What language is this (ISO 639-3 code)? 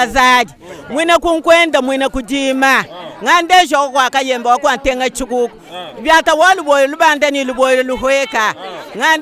lua